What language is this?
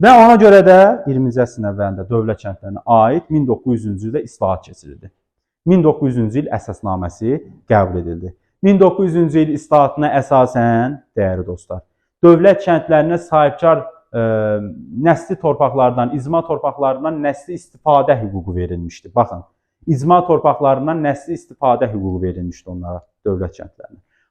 Azerbaijani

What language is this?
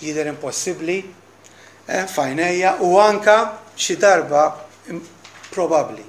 Maltese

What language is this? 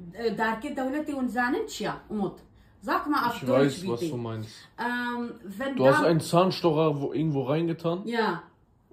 Kurdish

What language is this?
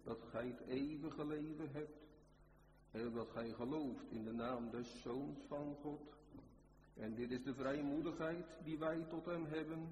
Dutch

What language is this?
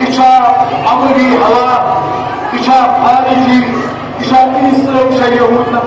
Kashmiri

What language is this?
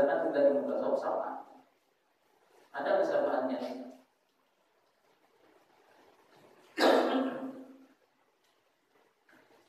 Indonesian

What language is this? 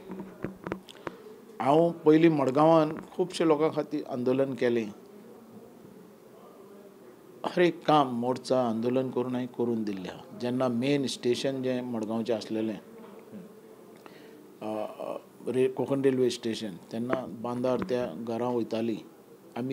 Konkani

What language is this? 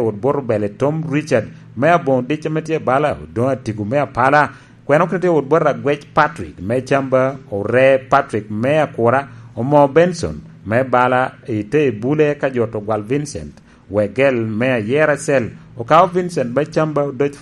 Lango (Uganda)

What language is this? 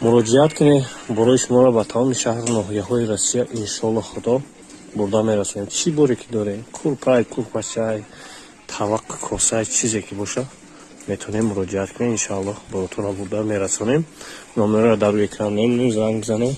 Tajik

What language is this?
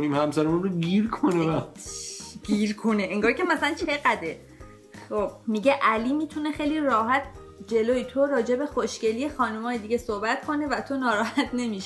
Persian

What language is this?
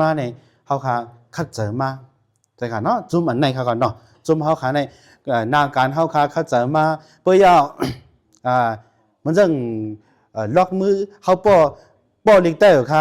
Shan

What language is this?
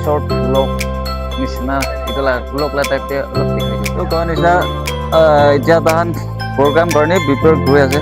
Naga Pidgin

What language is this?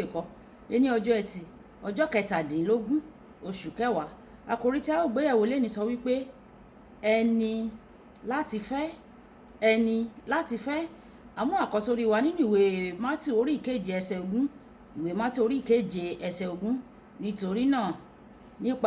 Yoruba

